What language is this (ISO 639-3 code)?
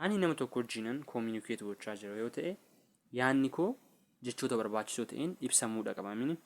orm